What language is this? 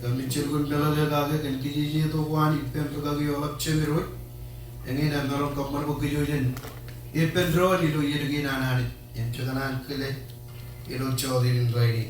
Marshallese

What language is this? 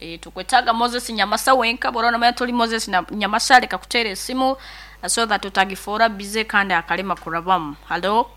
Nyoro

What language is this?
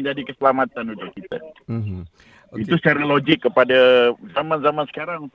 Malay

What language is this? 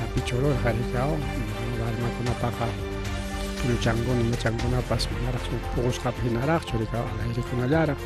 Ayacucho Quechua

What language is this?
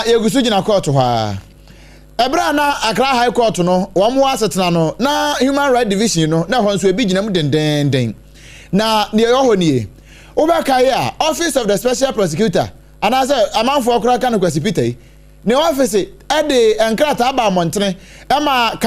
Akan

